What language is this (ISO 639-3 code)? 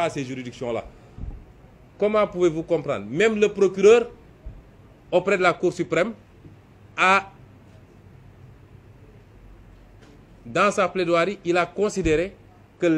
fra